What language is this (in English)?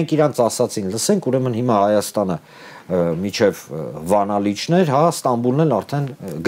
Armenian